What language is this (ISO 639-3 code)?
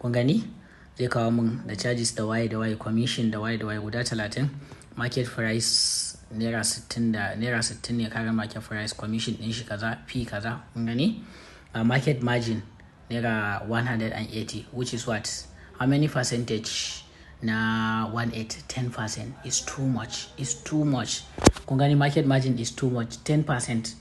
hau